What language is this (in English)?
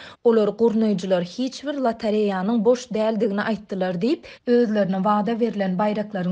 Turkmen